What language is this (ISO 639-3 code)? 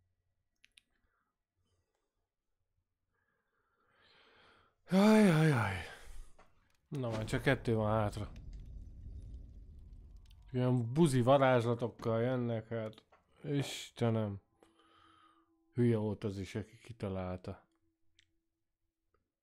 hun